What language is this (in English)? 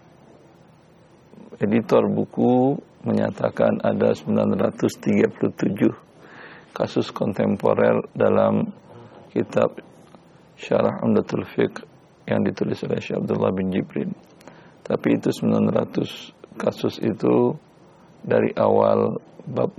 Indonesian